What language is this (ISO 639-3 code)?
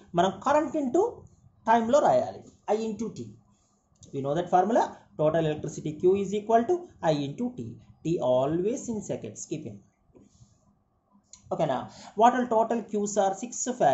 tel